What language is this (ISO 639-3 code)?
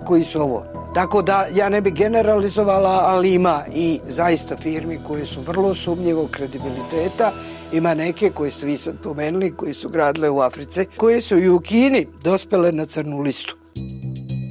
bos